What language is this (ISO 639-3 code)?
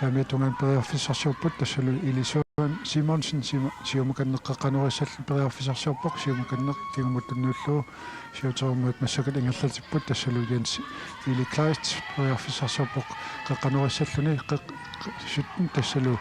kal